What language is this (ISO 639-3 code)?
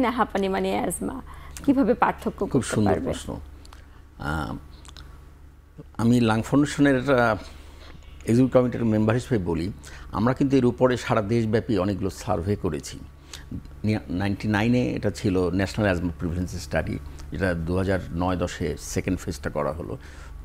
ben